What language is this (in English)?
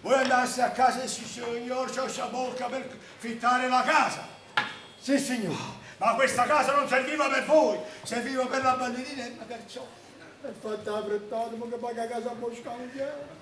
Neapolitan